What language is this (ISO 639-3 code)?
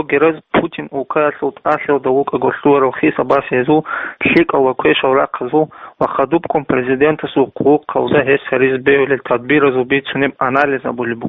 ava